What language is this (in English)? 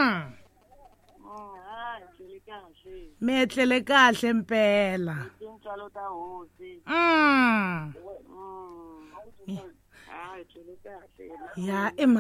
Tsonga